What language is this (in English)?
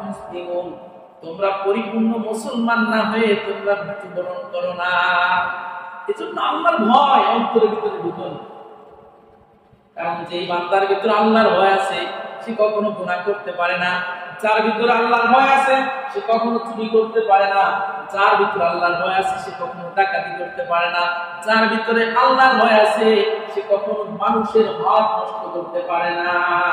Bangla